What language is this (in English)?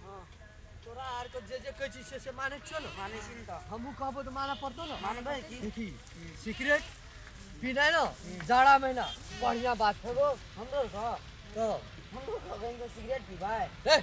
Maithili